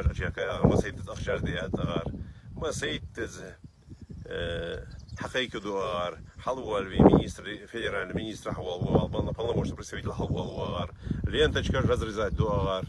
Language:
Ingush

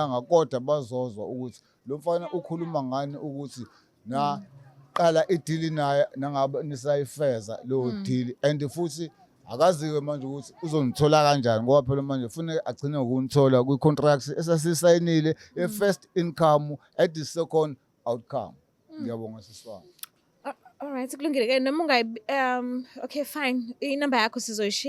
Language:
Zulu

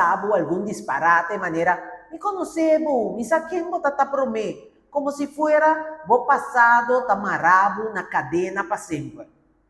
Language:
Papiamento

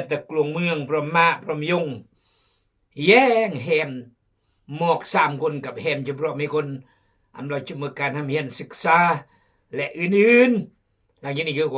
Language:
Khmu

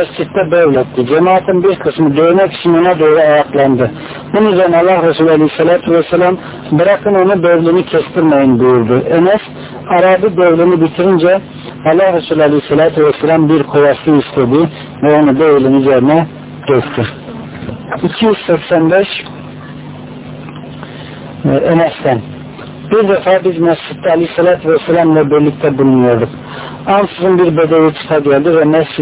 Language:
Turkish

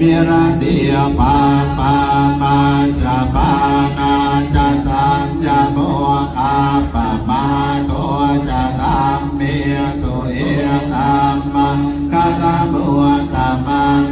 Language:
Pali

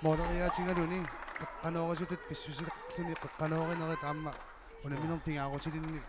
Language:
Kalaallisut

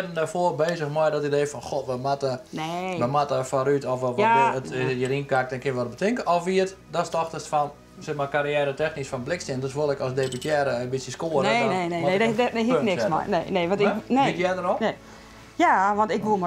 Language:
Western Frisian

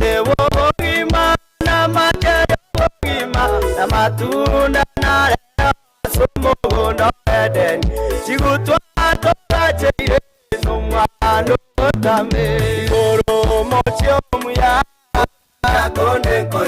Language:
Gusii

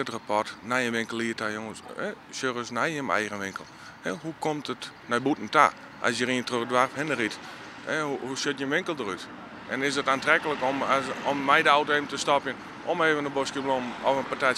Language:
Western Frisian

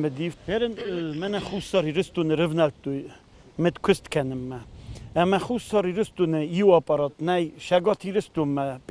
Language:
Ossetic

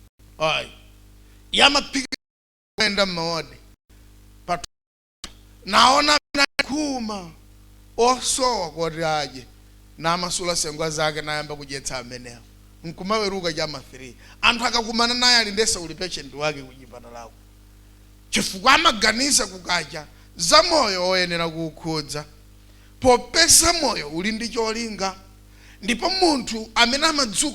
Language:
Nyanja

